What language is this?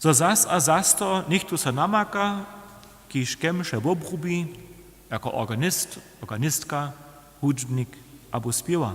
Upper Sorbian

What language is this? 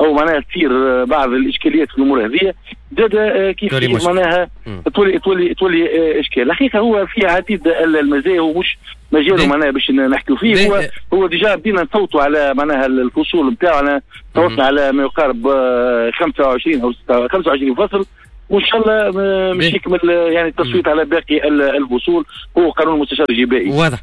Tunisian Arabic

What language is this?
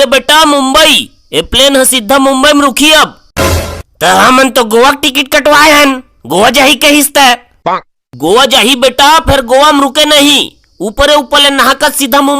Chhattisgarhi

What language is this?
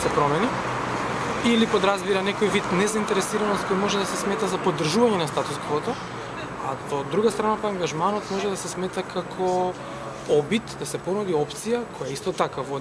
Macedonian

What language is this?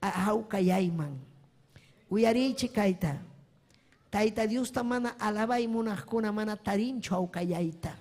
Ayacucho Quechua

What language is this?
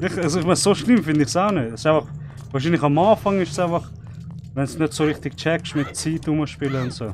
Swiss German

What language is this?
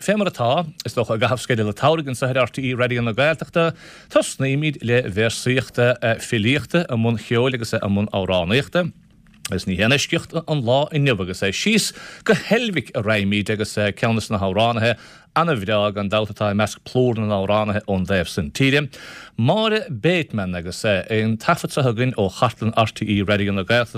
Irish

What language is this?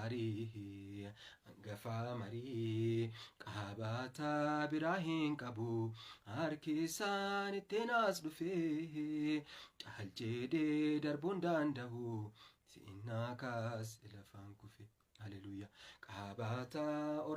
Oromo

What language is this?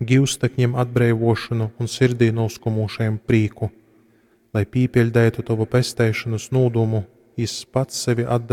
Latgalian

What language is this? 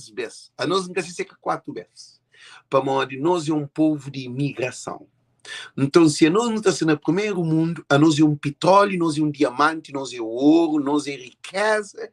Kabuverdianu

